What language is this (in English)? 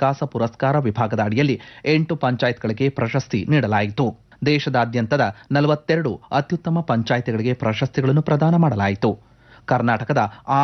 Kannada